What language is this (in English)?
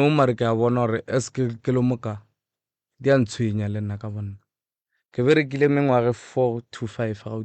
Northern Sotho